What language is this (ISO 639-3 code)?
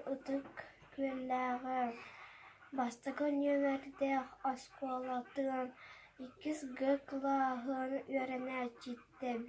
sah